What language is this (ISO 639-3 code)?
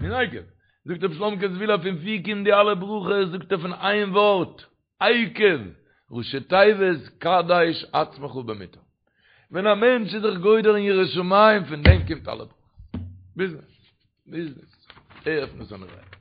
yid